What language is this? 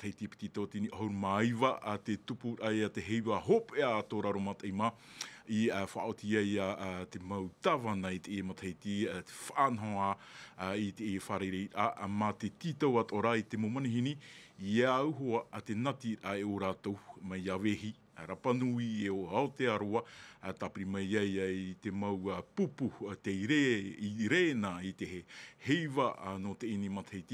Tahitian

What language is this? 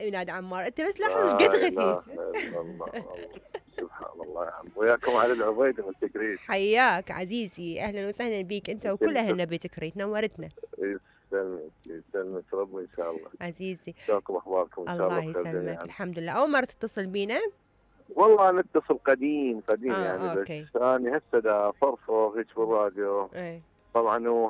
Mesopotamian Arabic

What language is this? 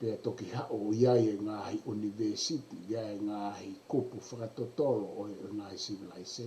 Tongan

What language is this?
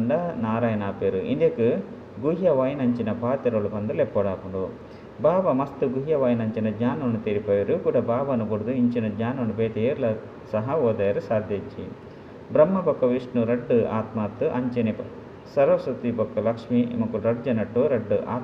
Tulu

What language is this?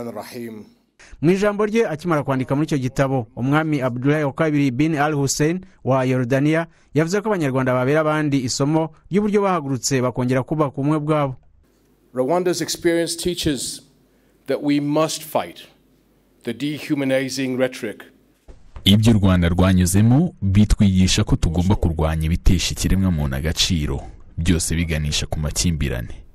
Kinyarwanda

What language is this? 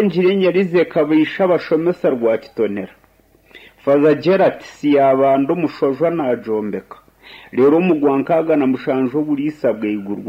Nyankole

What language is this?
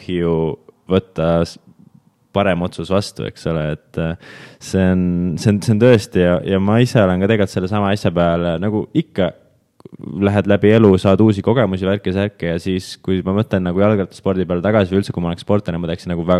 Estonian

